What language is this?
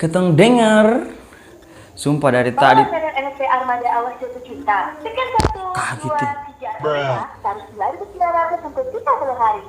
Ambonese Malay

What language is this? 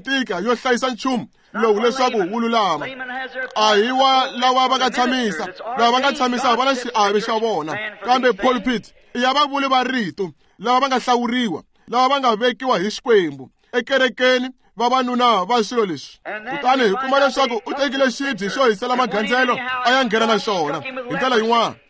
Tsonga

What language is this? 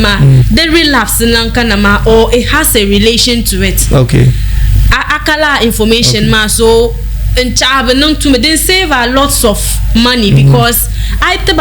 Dagbani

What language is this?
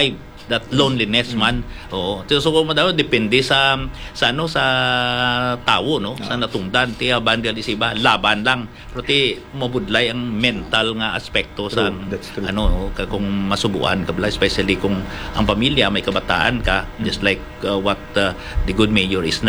Hiligaynon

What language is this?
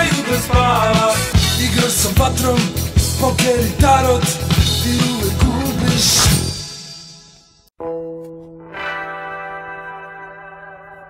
Serbian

